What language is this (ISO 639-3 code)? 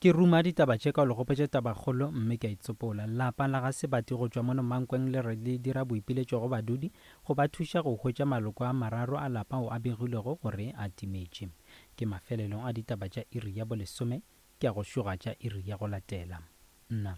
nso